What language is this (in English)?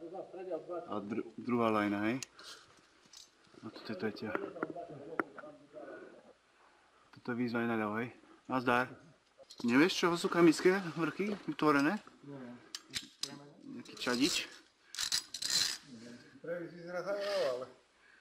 Slovak